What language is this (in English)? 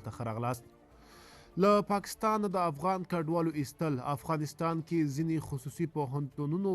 Pashto